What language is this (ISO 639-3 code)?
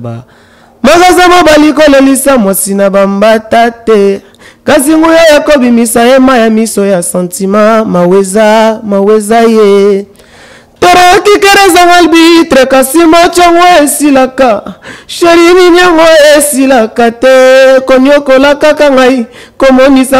lin